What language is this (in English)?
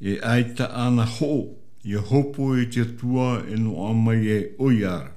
Tahitian